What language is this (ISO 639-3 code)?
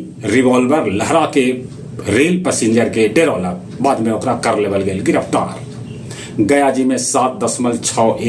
mag